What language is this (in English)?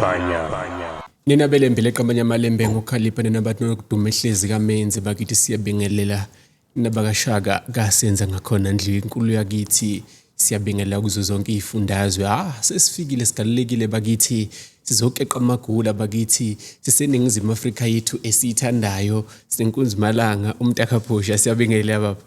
Zulu